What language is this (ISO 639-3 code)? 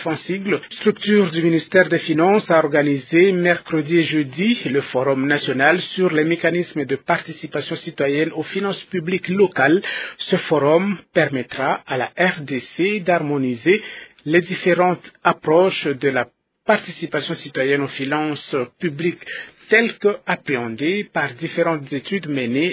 fra